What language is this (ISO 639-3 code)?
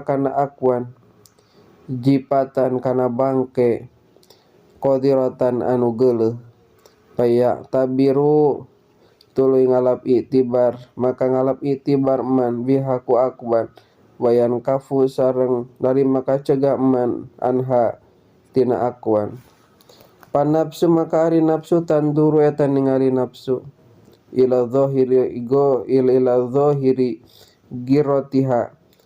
sun